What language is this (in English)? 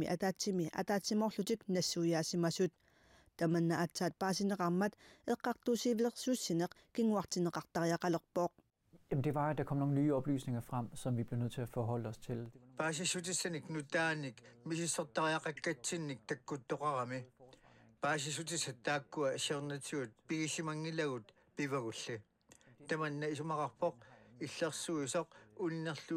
Kalaallisut